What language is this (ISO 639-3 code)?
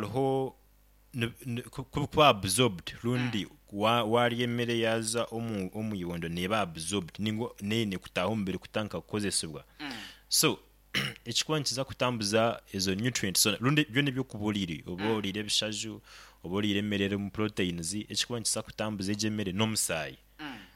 nyo